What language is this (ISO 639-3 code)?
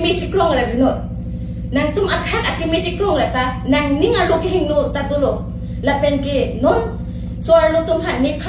mjw